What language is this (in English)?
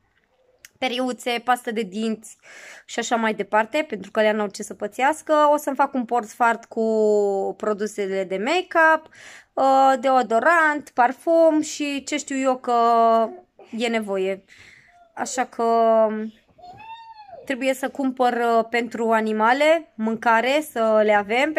Romanian